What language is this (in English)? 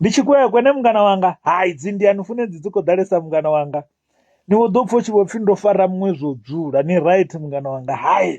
Venda